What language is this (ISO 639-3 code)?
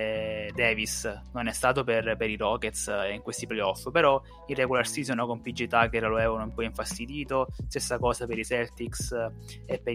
ita